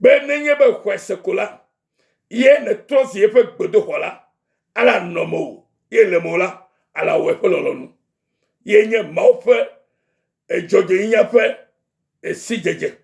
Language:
Ewe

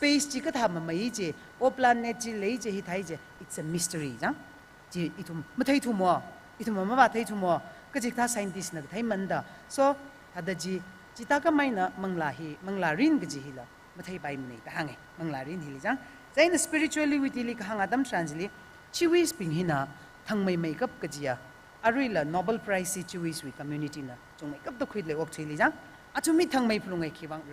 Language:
Tangkhul Naga (India)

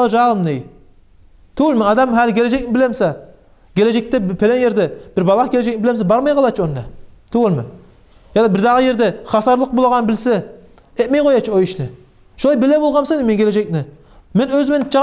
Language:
Kumyk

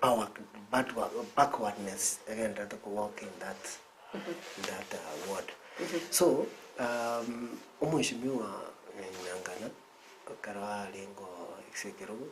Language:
Gusii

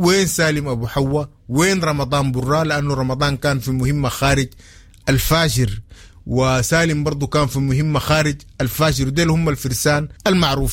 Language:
Sudanese Arabic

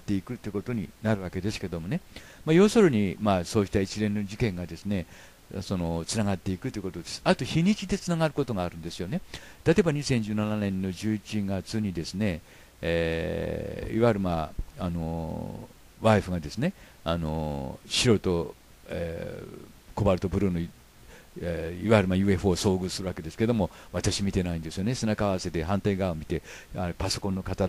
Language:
Japanese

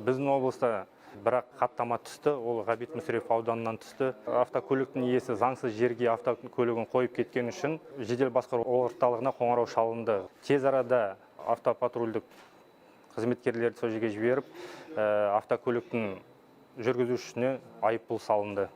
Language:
Kazakh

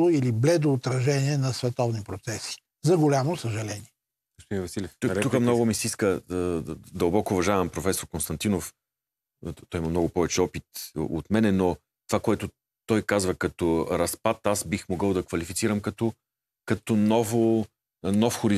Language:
Bulgarian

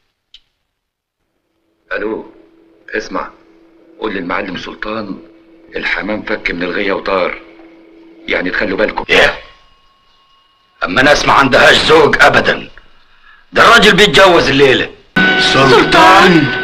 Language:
Egyptian Arabic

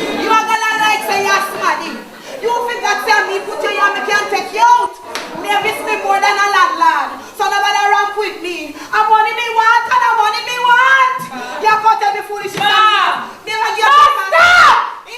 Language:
Jamaican Creole English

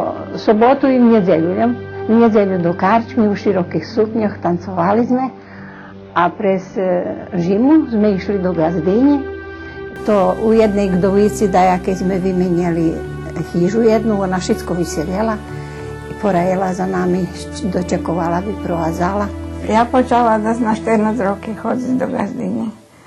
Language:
Rusyn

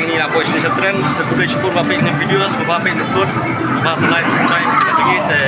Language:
Khasi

